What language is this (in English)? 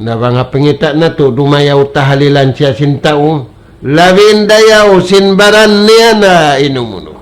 Tausug